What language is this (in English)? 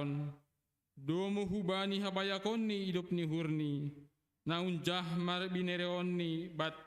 Batak Simalungun